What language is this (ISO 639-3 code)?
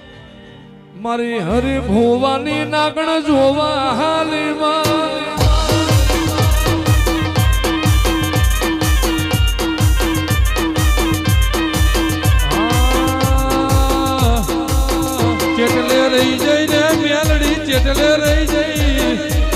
guj